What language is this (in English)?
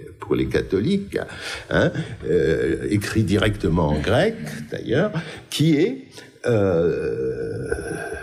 French